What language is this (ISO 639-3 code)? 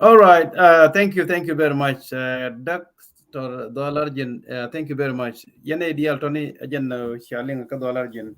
nus